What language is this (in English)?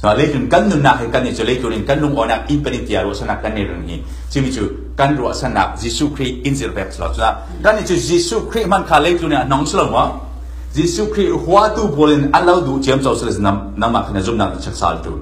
Falam Chin